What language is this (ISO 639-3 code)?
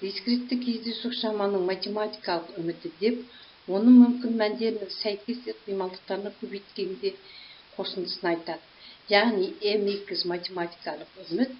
kaz